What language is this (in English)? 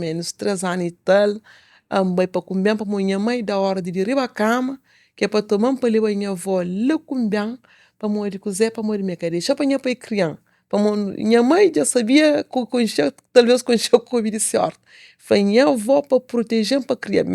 Kabuverdianu